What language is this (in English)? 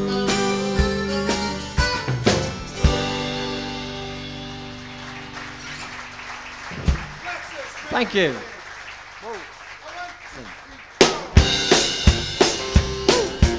English